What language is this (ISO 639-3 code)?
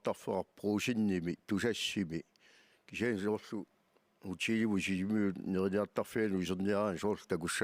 kal